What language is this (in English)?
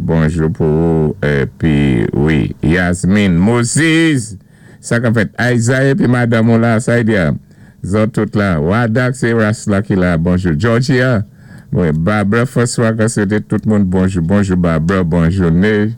Saint Lucian Creole French